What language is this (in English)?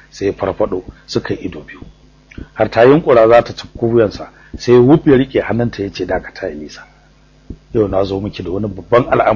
Hausa